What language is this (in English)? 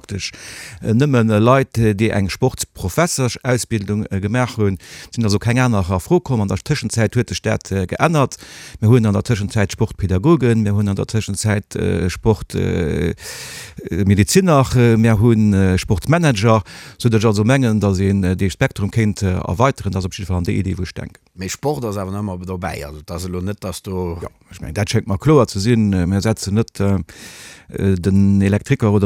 Luxembourgish